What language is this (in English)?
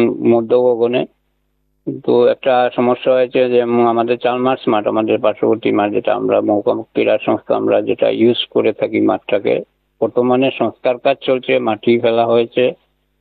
Bangla